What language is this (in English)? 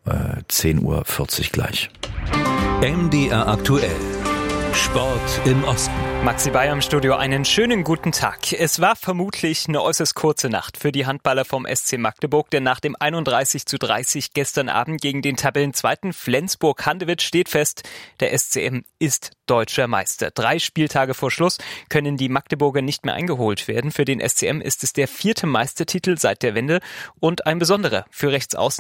German